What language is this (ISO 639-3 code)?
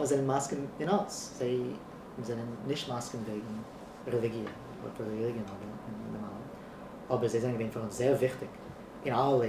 yid